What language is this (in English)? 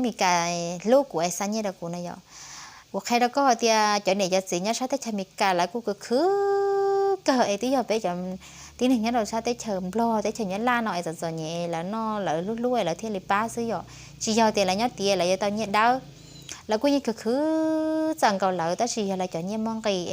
Hmong